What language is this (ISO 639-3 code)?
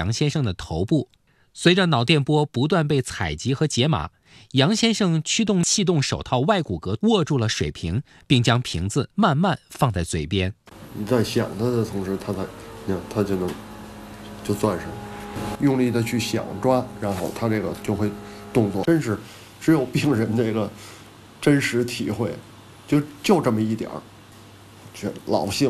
zho